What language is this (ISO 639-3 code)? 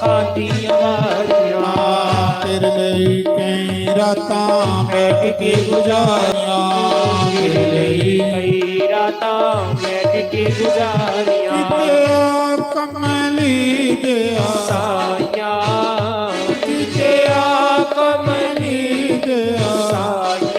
doi